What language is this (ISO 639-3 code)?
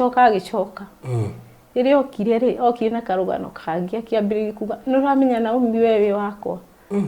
kik